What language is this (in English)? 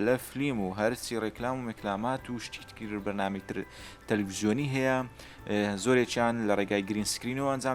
Central Kurdish